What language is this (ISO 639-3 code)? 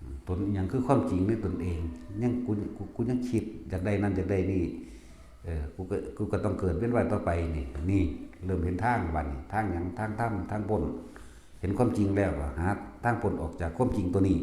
tts